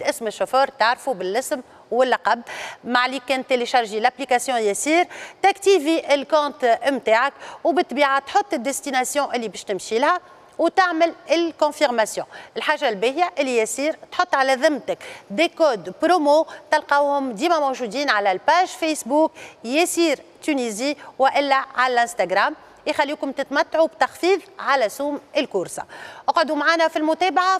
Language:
Tunisian Arabic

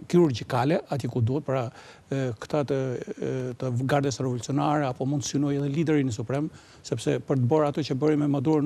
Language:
Albanian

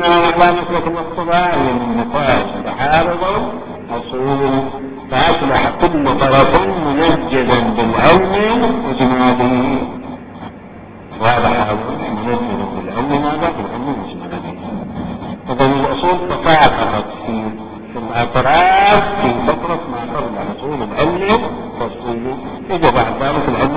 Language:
Arabic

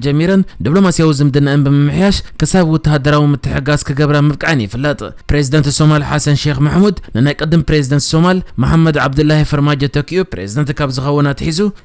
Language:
Tigrinya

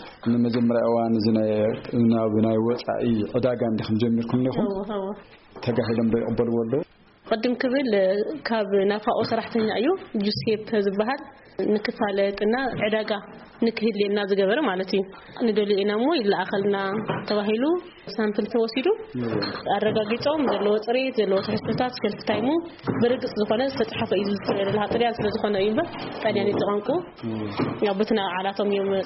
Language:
Tigrinya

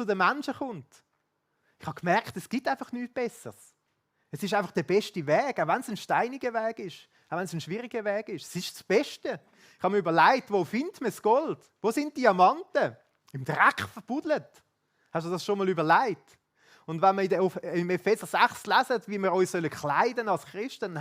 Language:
Swiss German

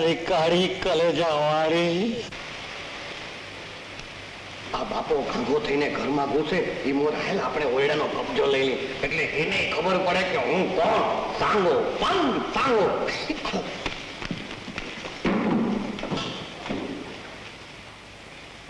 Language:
Gujarati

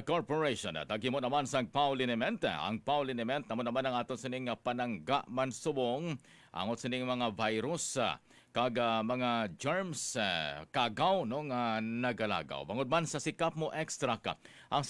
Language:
Hiligaynon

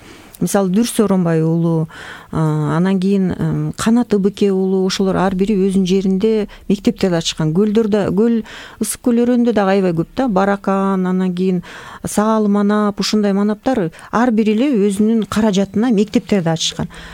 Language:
Kyrgyz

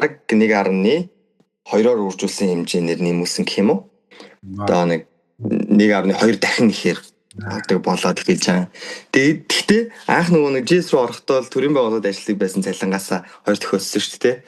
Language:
Mongolian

